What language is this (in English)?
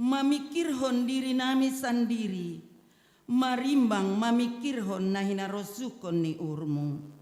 Batak Simalungun